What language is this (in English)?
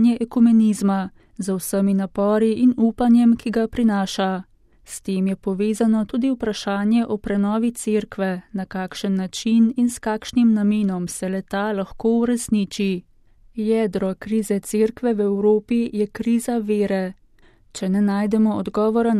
Slovenian